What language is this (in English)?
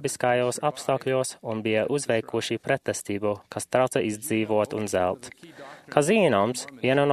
Latvian